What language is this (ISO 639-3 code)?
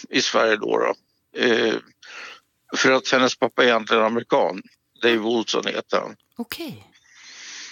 swe